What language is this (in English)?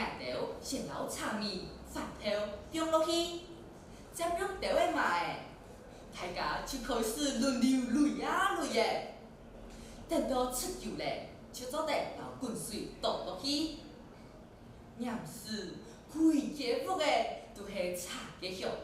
Hakka Chinese